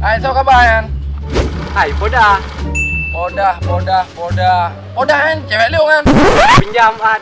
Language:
Achinese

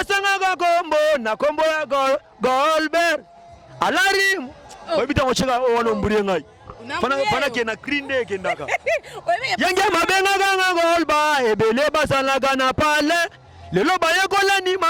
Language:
Lingala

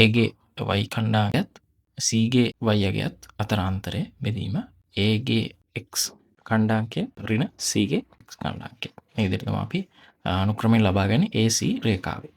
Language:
Sinhala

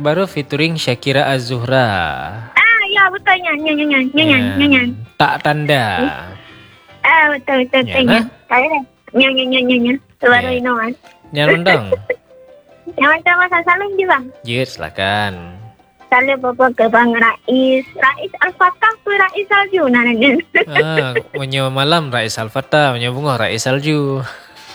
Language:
Malay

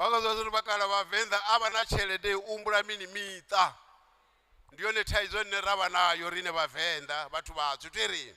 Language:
Venda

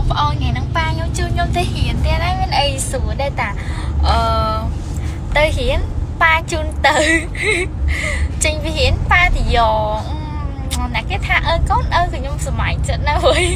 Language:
Khmer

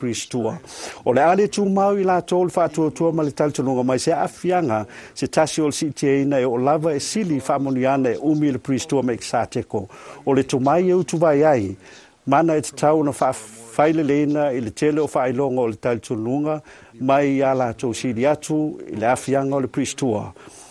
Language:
Samoan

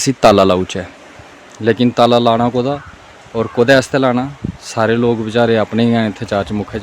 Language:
Dogri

